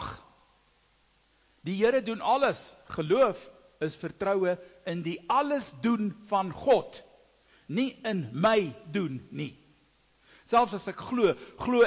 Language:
Afrikaans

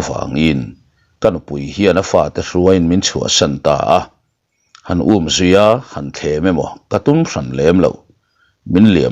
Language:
Mizo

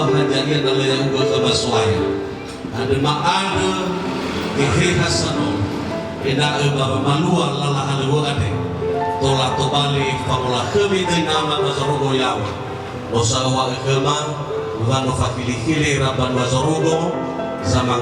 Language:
Nias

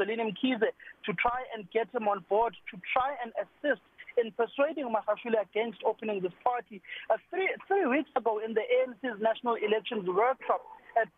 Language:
English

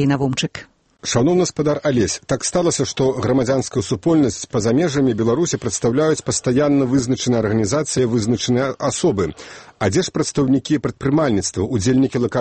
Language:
Belarusian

